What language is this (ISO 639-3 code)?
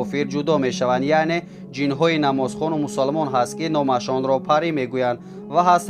tgk